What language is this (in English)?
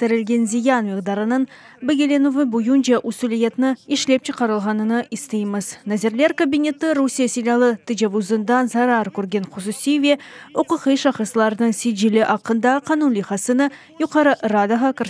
Crimean Tatar